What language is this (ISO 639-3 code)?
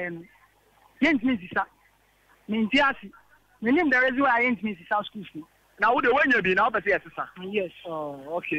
aka